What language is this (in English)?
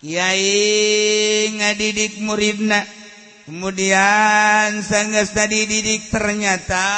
Sundanese